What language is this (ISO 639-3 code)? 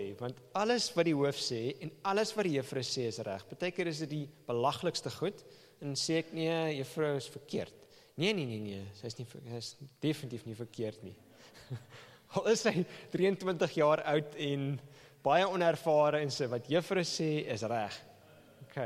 afr